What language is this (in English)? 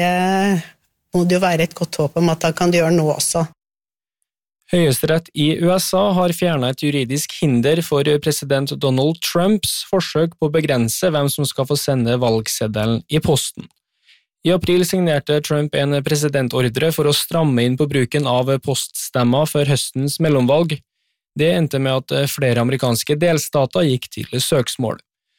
Norwegian